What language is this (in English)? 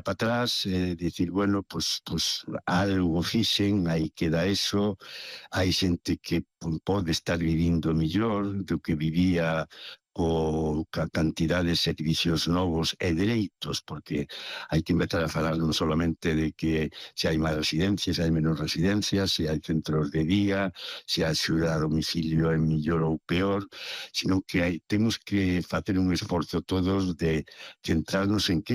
Galician